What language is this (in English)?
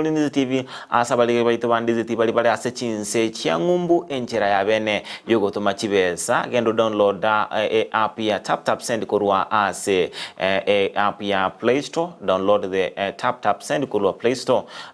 Gusii